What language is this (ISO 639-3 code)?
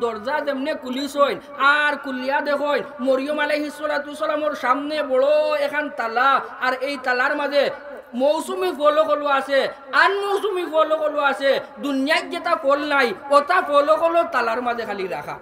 syl